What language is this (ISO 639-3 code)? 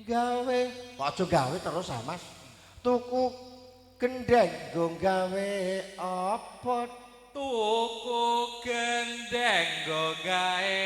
jav